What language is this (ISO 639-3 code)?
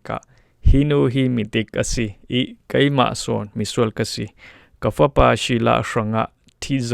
cfm